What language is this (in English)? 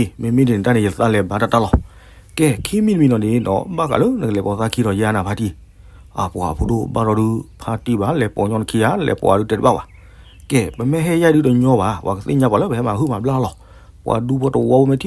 S'gaw Karen